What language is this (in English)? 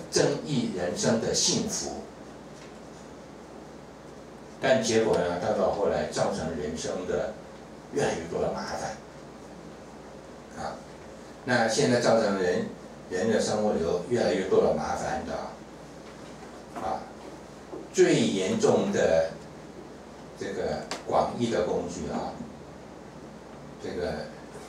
Chinese